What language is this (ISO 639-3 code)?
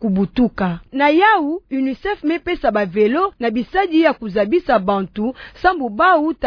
ktu